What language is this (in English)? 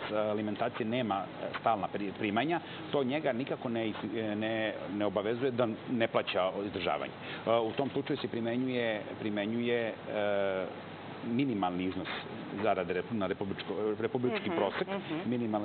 Serbian